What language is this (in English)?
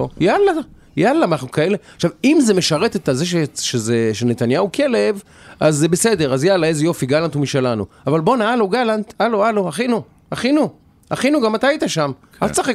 Hebrew